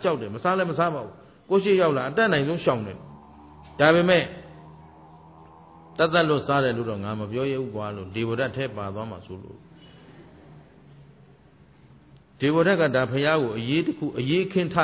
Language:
Burmese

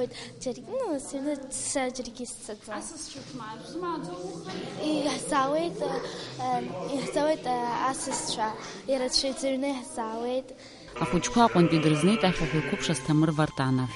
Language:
Abkhazian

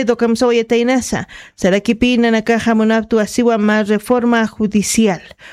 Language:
Aymara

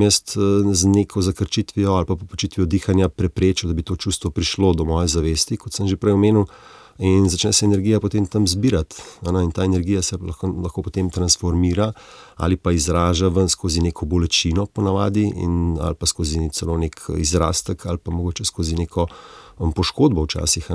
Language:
Slovenian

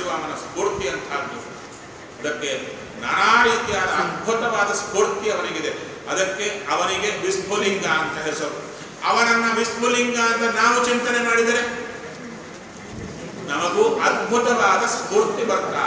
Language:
Kannada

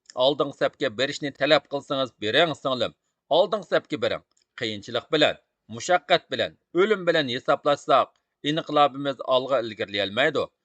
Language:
Uyghur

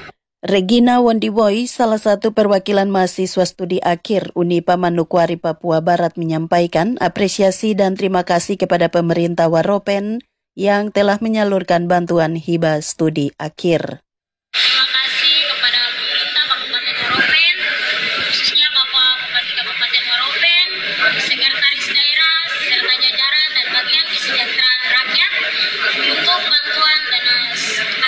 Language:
Indonesian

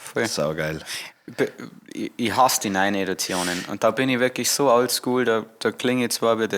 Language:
Bavarian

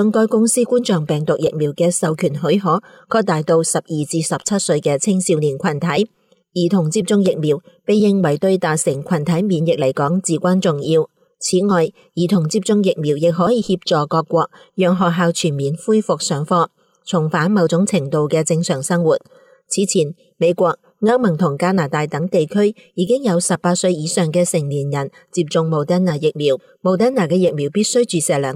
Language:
Cantonese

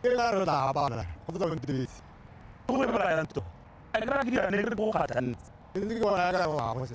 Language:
Tswana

